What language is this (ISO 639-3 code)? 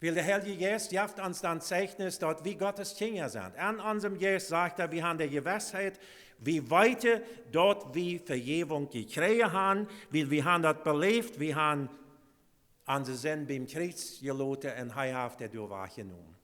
pdt